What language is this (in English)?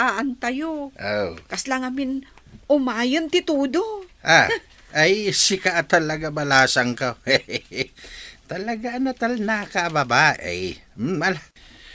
Iloko